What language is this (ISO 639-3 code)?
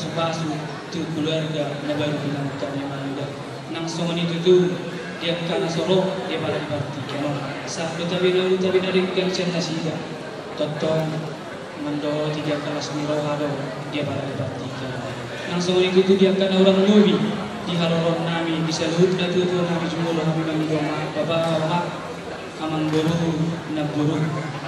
bbc